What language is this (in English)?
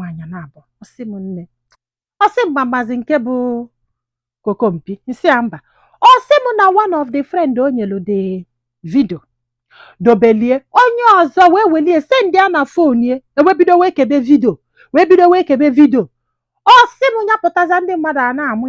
Igbo